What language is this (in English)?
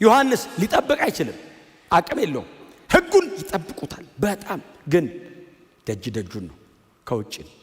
Amharic